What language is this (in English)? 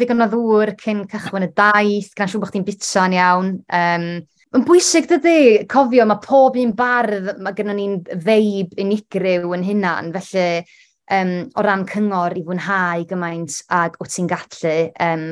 Welsh